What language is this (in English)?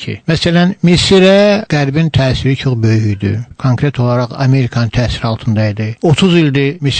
South Azerbaijani